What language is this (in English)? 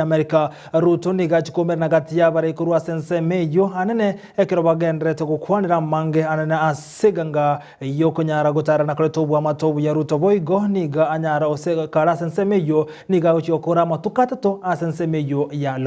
Gusii